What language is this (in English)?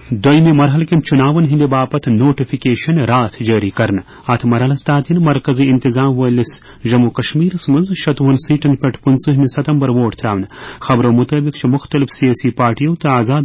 Kashmiri